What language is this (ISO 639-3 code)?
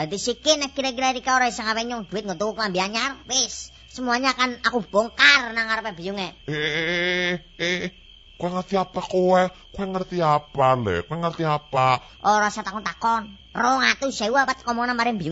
jav